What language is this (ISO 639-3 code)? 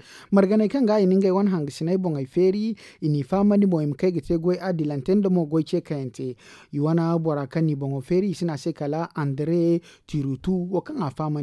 dje